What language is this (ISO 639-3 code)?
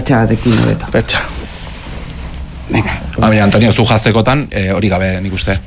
eus